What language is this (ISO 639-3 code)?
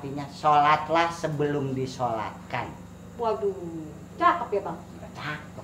bew